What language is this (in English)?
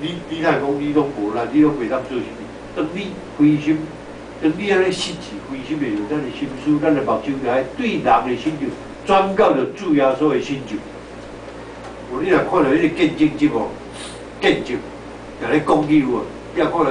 Min Nan Chinese